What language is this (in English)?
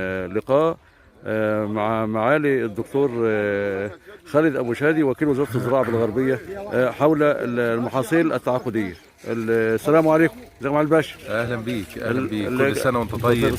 Egyptian Arabic